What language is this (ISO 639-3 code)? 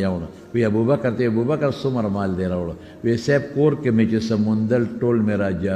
pus